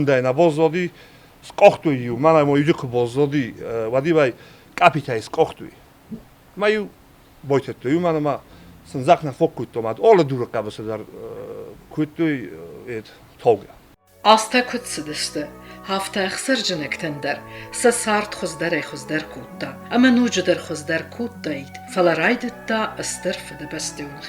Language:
Ossetic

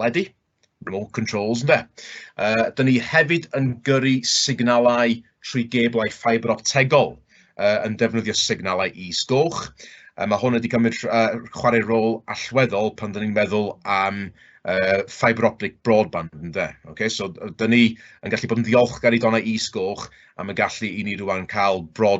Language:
Welsh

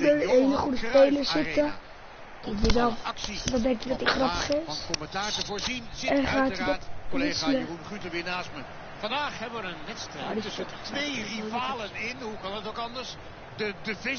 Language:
Dutch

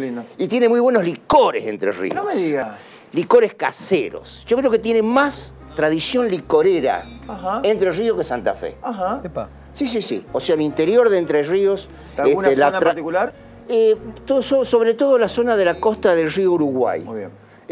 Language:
Spanish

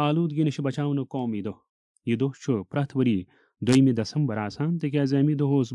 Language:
Kashmiri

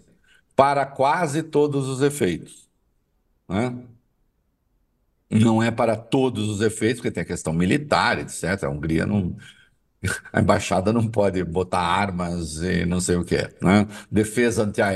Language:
Portuguese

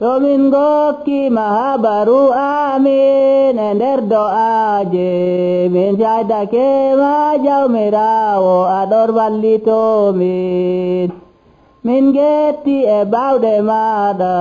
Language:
Nigerian Fulfulde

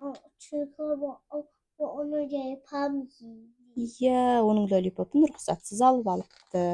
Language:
Kazakh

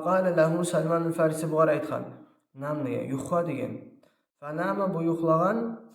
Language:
Kumyk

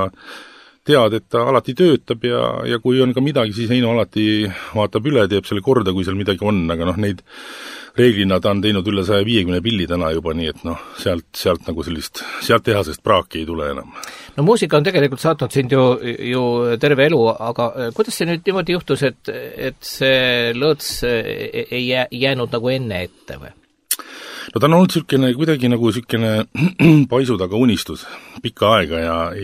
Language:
Estonian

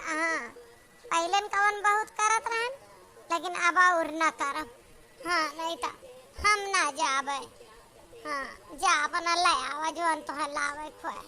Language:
Awadhi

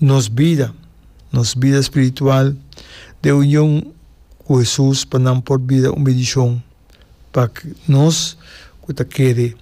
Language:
Papiamento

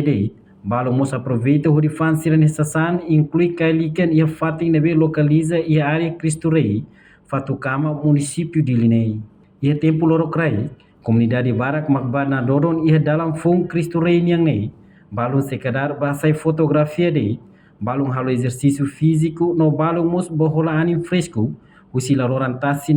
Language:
Tetum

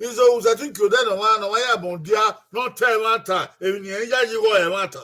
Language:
Bini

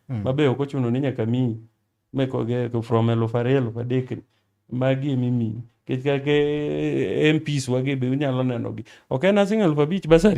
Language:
Luo (Kenya and Tanzania)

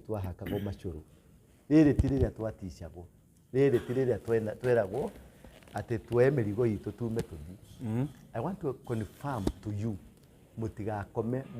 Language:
Kikuyu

